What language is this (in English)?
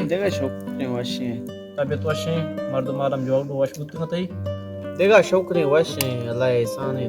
Baluchi